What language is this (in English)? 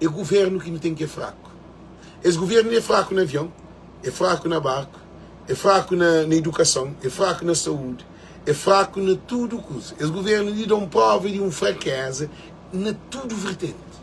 Kabuverdianu